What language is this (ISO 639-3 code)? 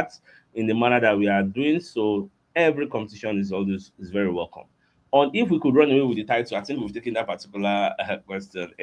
pcm